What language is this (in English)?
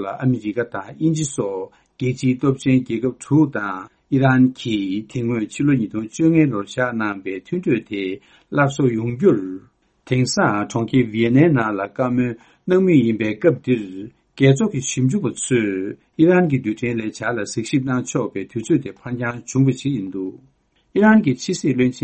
Tibetan